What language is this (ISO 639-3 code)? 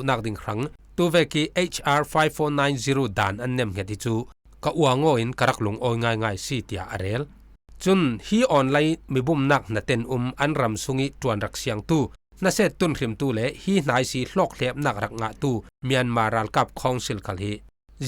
cfm